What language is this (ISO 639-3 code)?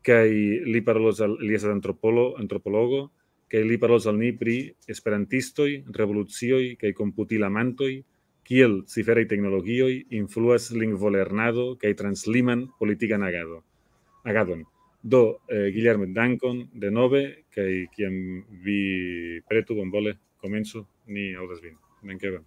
epo